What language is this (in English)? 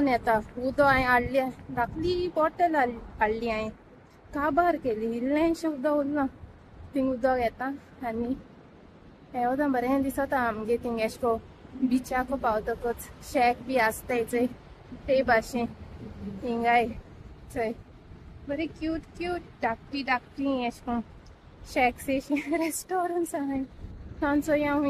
Konkani